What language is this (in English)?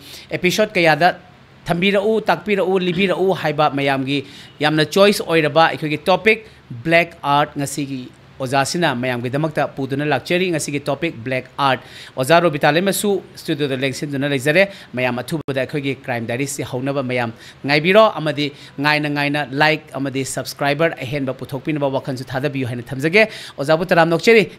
Manipuri